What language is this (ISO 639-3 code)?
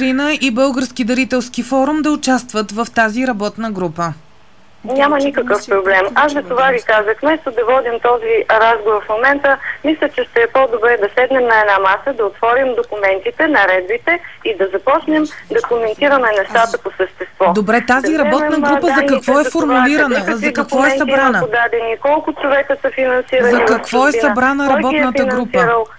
bul